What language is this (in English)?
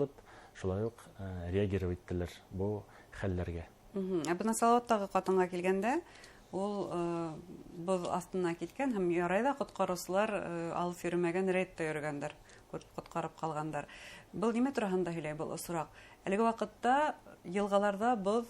Bashkir